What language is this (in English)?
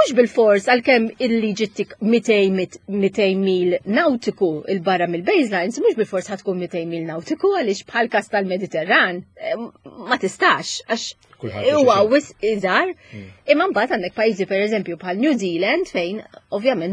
Maltese